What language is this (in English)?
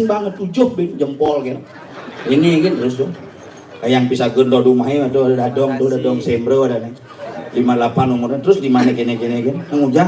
Balinese